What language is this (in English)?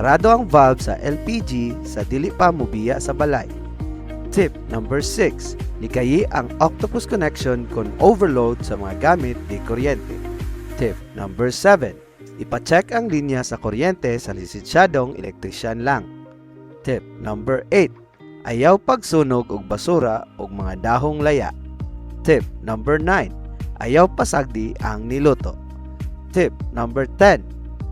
Cebuano